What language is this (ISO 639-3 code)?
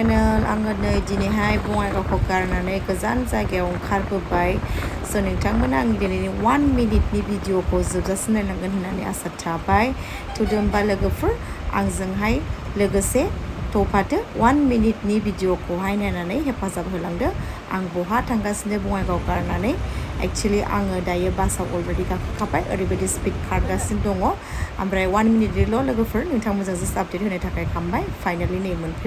brx